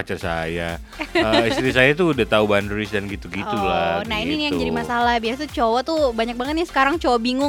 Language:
Indonesian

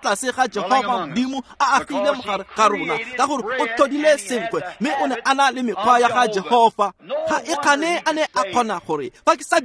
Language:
Tswana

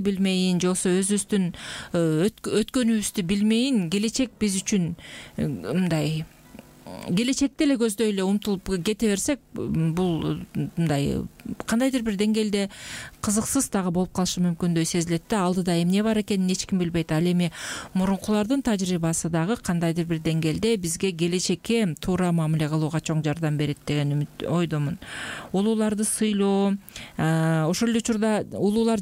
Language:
Kyrgyz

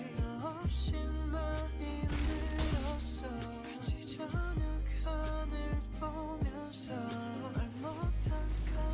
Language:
Korean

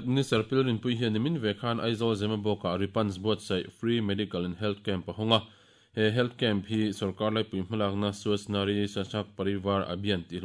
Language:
Mizo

